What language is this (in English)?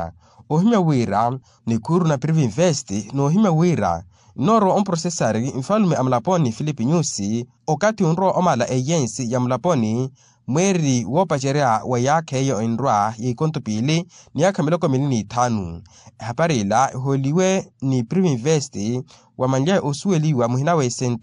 Makhuwa